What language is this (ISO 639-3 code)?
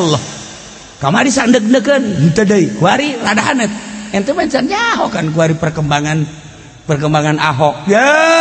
sun